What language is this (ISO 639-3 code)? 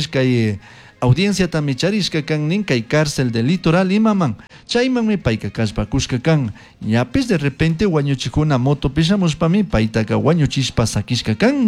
qug